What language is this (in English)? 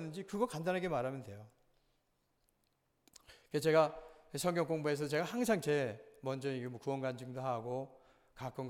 Korean